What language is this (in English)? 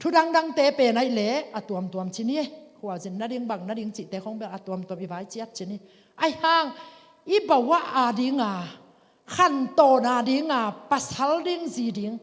Tedim Chin